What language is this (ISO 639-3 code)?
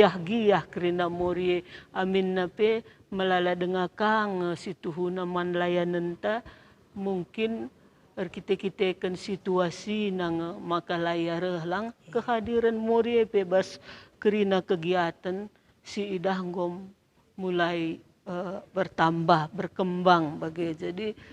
btx